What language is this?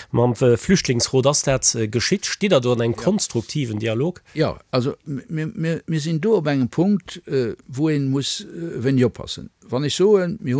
Luxembourgish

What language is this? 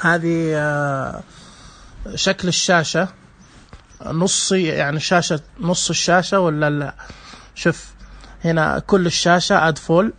Najdi Arabic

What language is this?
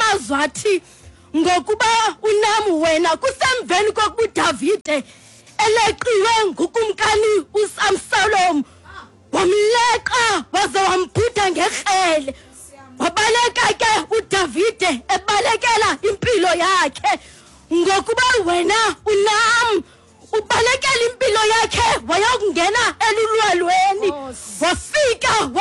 Xhosa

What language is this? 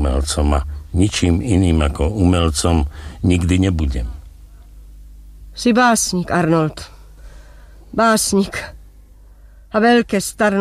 Slovak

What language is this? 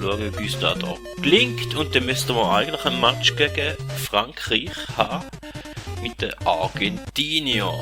Swiss German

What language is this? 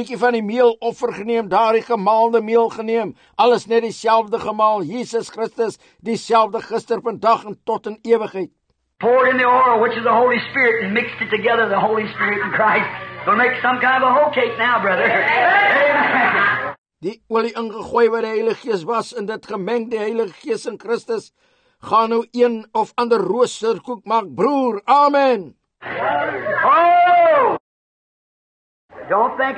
Afrikaans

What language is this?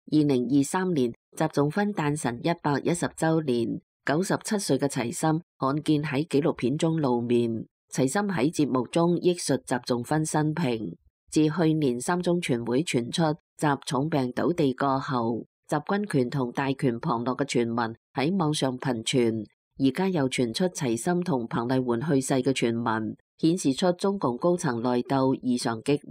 Cantonese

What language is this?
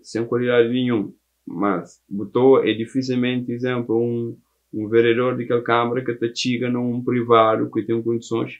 Kabuverdianu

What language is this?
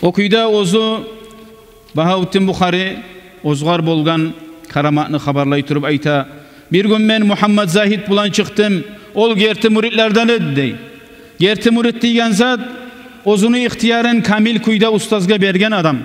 Kumyk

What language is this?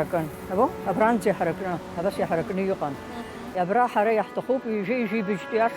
Abkhazian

